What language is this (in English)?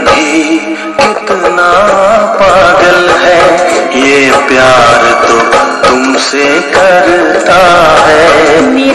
Hindi